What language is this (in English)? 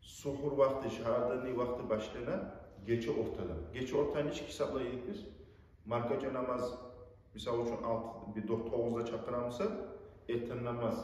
Kumyk